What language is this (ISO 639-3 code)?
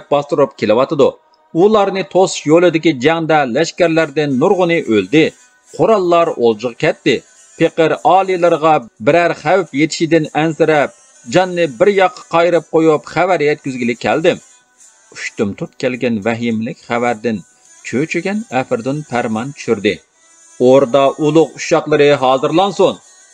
uig